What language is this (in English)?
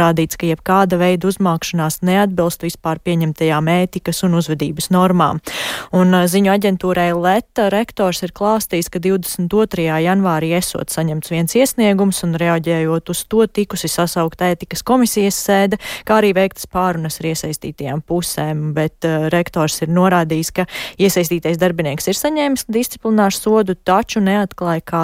Latvian